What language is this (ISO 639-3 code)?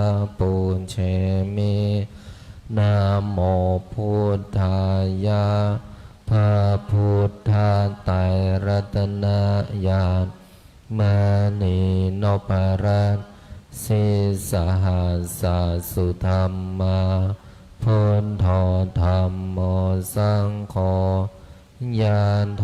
pli